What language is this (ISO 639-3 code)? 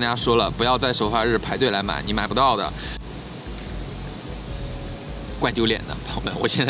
zho